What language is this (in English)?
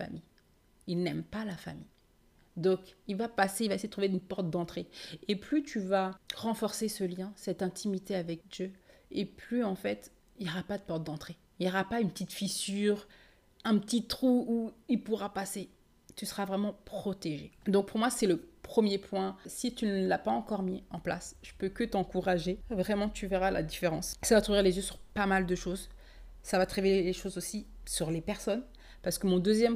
French